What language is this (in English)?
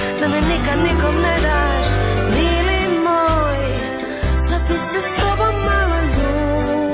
Croatian